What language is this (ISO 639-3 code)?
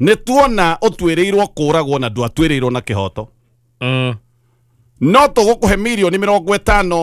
kik